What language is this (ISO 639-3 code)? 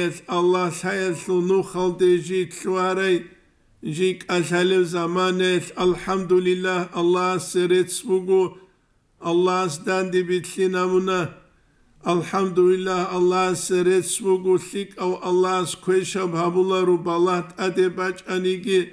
ava